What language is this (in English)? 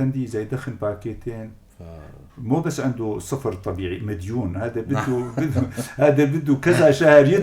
North Levantine Arabic